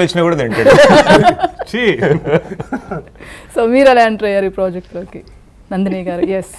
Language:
Telugu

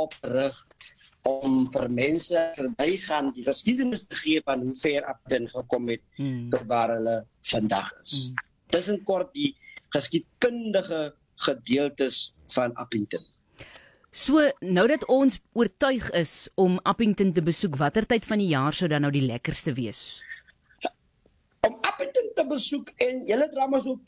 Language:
Afrikaans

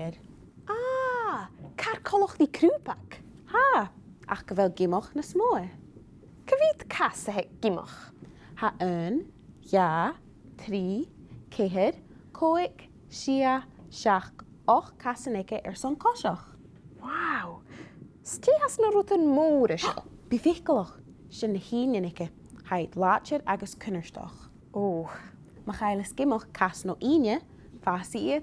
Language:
Scottish Gaelic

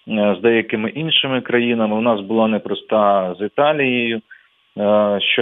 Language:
Ukrainian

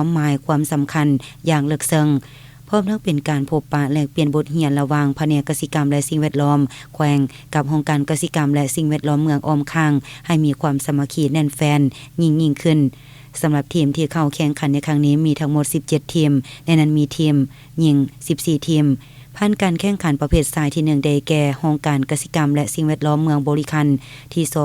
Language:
Lao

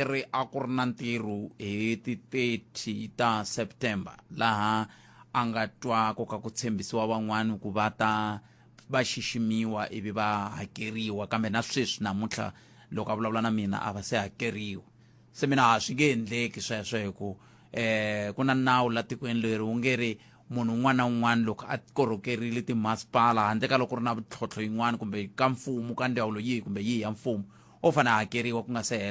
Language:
Tsonga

